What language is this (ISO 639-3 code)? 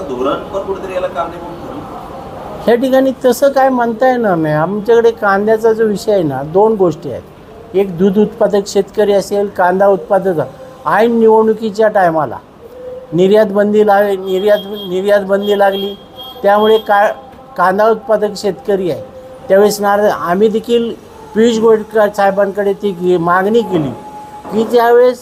mar